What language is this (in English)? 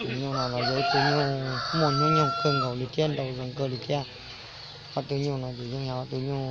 Hmong